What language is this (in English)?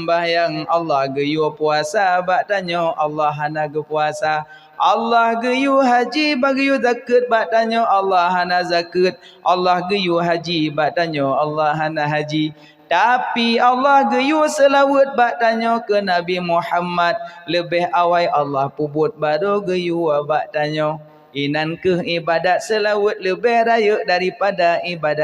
Achinese